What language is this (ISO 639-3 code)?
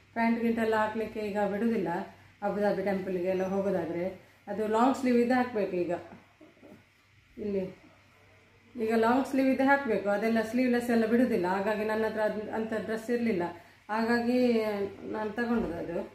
kan